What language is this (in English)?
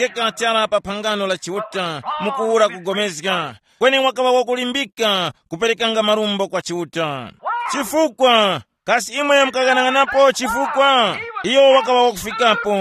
Tumbuka